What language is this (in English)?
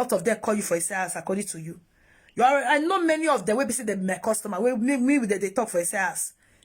Nigerian Pidgin